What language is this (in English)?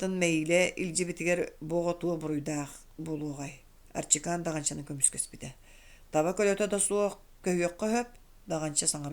Yakut